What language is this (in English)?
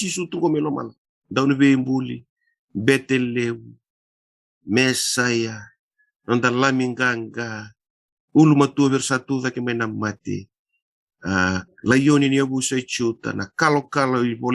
Fijian